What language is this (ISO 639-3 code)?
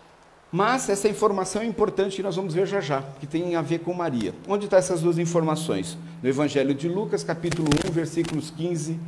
por